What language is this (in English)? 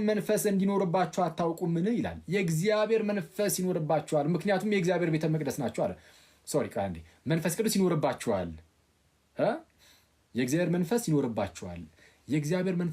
Amharic